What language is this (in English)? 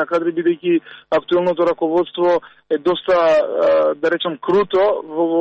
Macedonian